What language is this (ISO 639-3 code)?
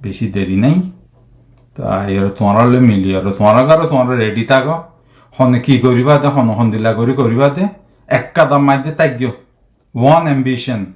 rhg